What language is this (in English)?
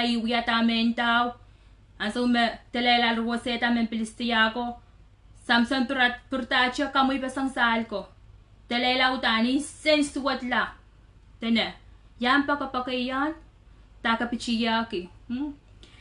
Pohnpeian